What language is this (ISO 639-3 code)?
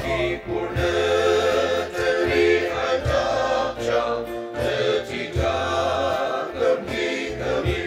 njo